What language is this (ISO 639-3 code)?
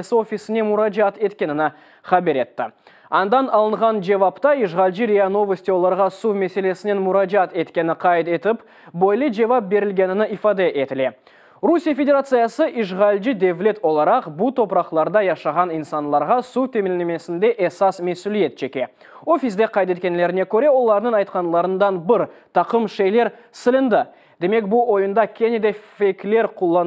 crh